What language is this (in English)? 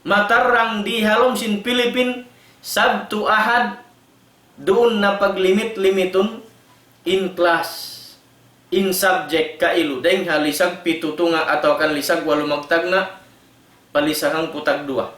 Tausug